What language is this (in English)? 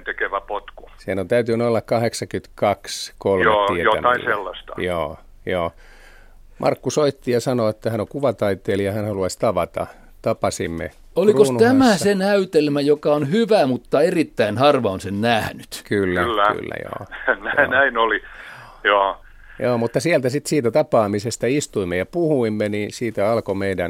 Finnish